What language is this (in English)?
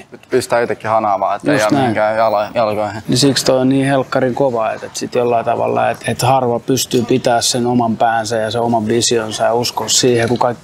Finnish